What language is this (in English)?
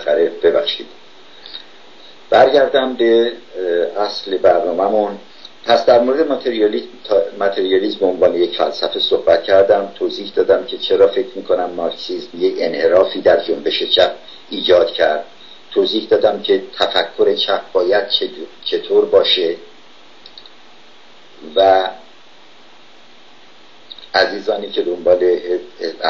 Persian